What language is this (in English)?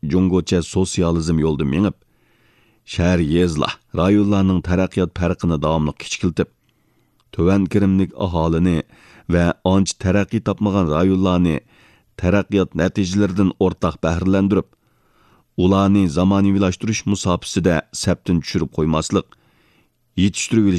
Uyghur